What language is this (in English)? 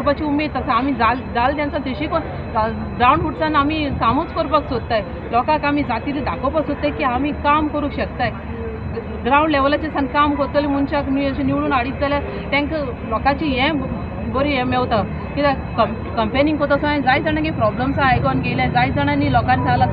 Konkani